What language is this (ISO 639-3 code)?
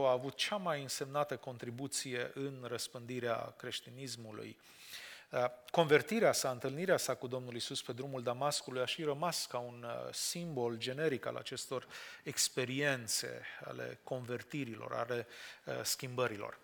ron